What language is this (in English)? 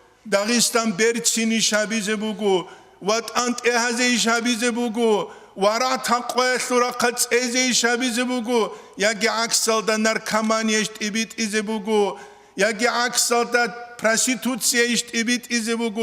Avaric